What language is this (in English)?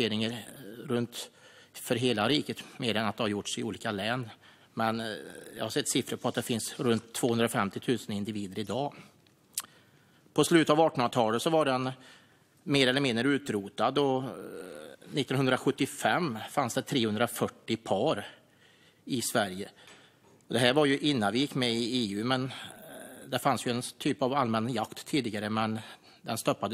Swedish